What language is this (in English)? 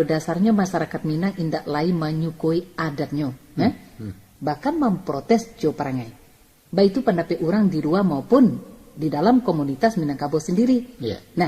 Minangkabau